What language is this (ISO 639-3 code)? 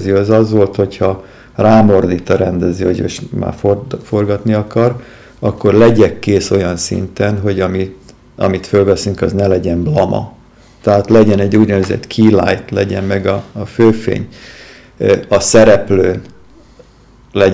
hun